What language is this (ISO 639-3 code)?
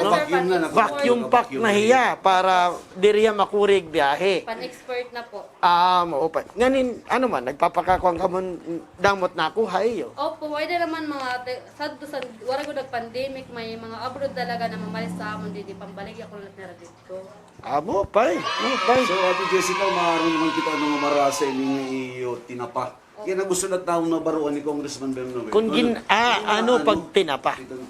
war